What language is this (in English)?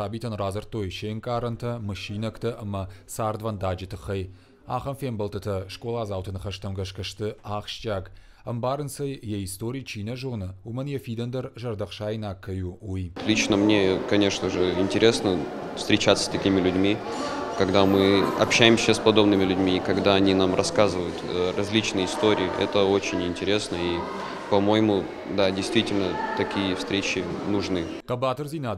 Ossetic